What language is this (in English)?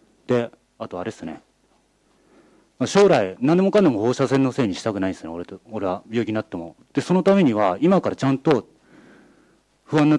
Japanese